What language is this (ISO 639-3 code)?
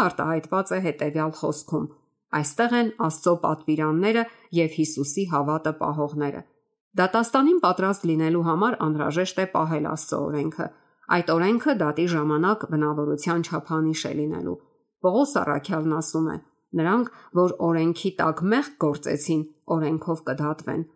hye